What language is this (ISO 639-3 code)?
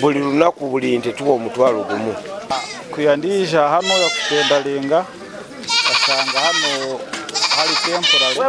nyn